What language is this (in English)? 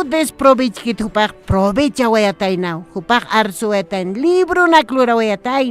Aymara